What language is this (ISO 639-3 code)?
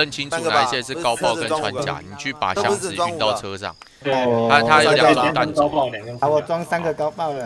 zho